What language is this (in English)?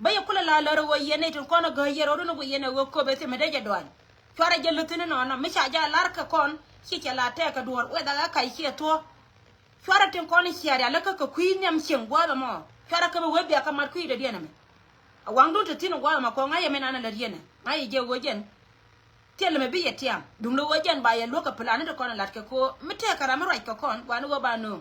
Nuer